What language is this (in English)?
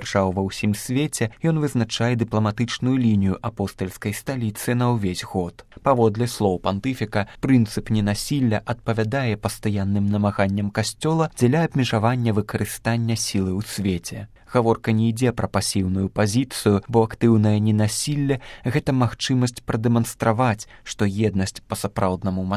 Belarusian